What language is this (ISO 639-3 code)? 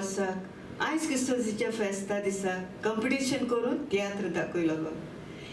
kok